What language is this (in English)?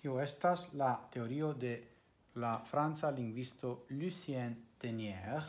Esperanto